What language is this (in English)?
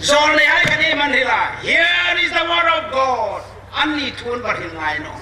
Hmar